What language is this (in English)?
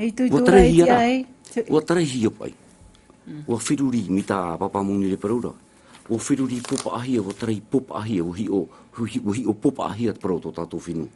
Tahitian